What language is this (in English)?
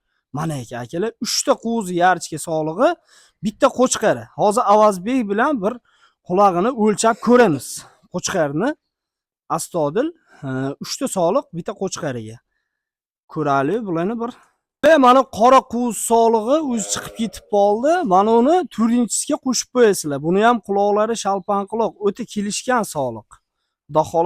Uzbek